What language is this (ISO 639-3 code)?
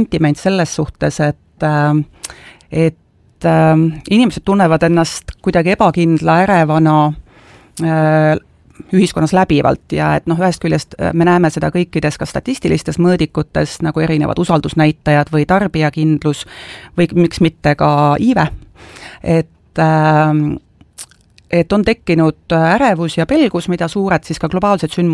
est